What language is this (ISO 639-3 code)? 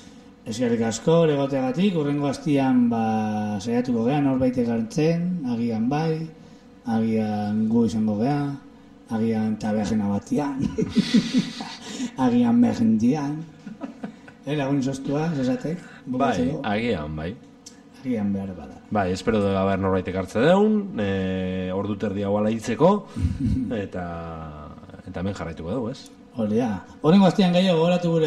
eus